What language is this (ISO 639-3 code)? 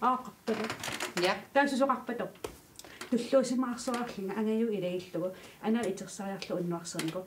kal